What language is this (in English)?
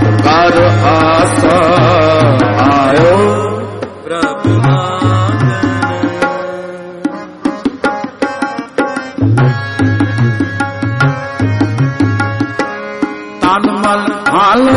Punjabi